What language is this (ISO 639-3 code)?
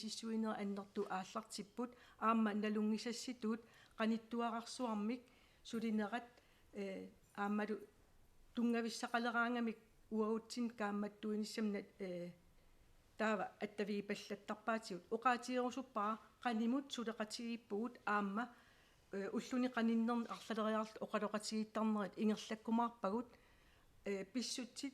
kal